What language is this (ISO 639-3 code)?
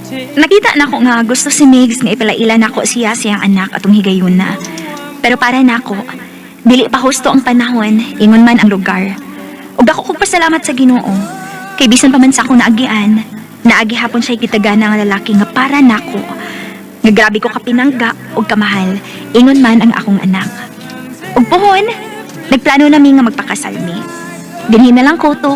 ceb